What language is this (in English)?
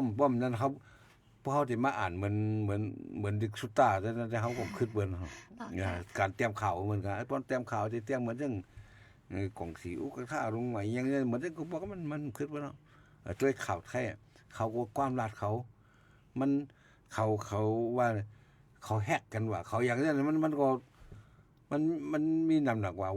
Shan